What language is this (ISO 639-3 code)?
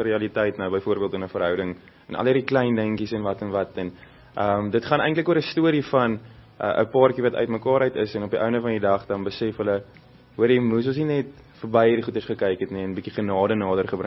afr